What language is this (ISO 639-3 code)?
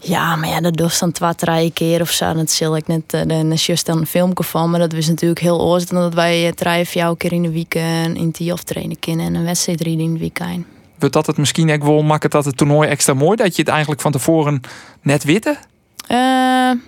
fry